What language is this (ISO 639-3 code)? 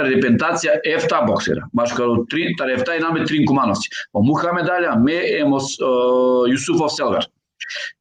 rmn